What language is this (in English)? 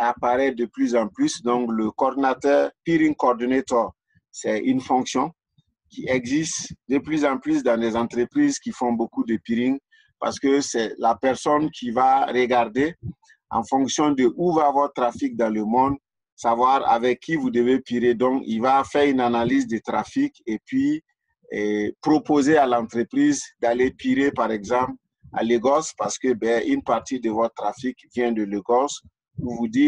French